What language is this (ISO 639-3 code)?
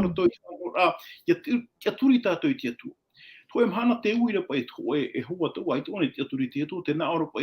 tah